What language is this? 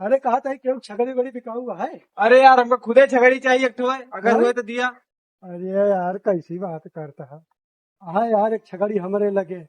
Awadhi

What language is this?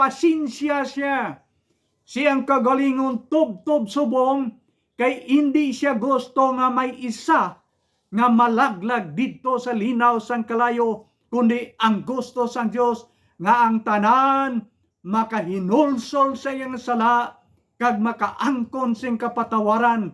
Hiligaynon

